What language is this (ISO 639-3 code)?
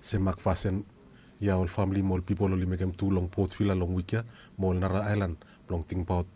bis